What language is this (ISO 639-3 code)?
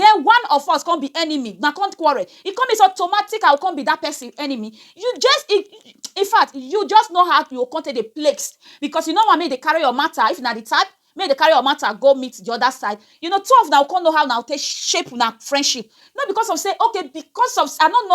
pcm